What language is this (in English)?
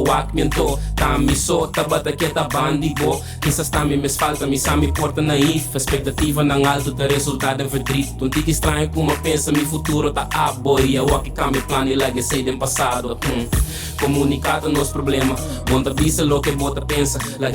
Papiamento